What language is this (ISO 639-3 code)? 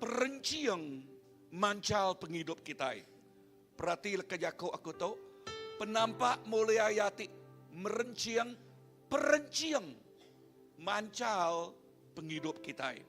iba